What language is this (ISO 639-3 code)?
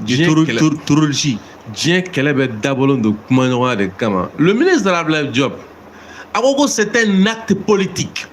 bam